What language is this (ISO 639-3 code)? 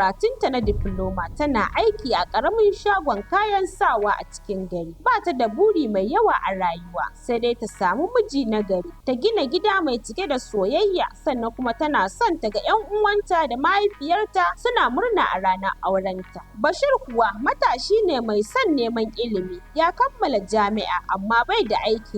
hau